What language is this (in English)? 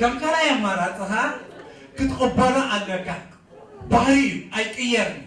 Tigrinya